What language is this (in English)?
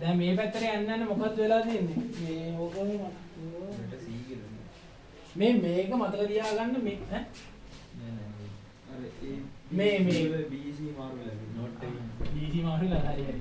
Sinhala